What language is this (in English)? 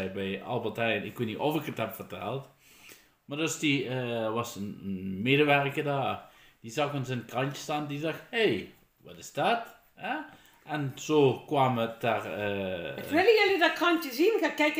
Dutch